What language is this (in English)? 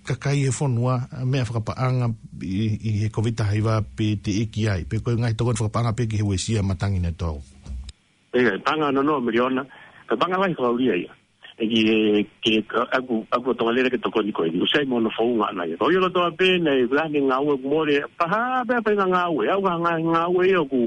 Tongan